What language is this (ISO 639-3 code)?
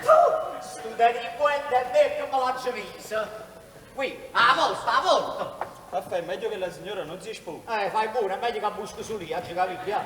nap